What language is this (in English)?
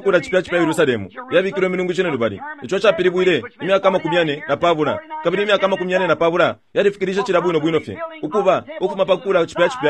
Bemba